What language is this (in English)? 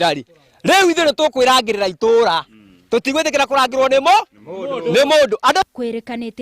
Kikuyu